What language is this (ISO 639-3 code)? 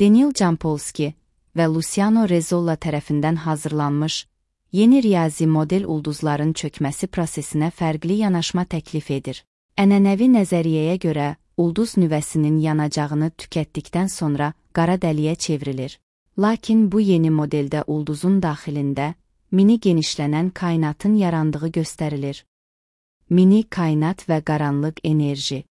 aze